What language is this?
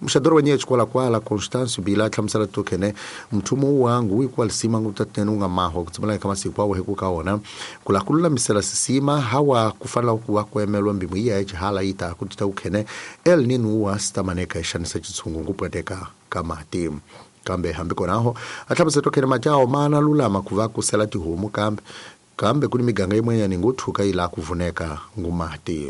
Tsonga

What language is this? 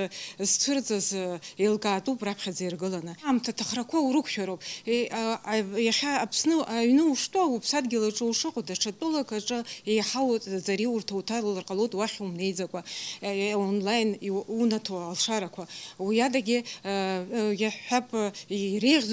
Abkhazian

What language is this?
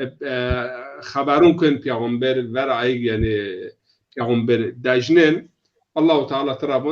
Zaza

